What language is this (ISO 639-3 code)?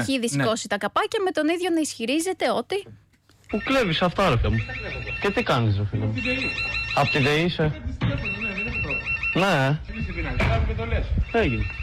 ell